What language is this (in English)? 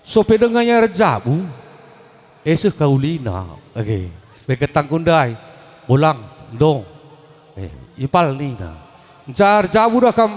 Batak Karo